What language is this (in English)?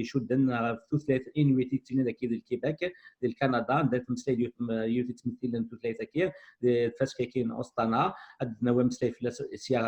Kabyle